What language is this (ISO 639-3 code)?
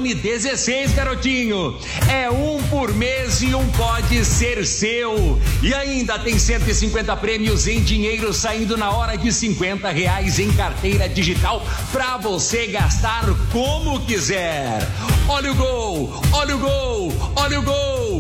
por